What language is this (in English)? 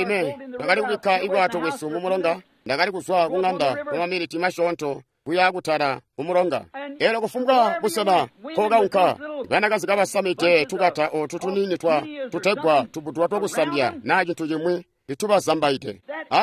Tonga (Zambia)